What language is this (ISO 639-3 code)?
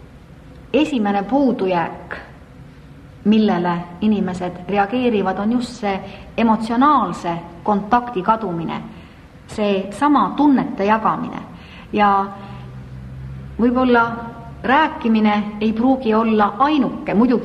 est